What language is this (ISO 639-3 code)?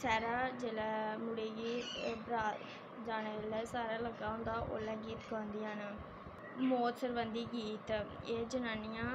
doi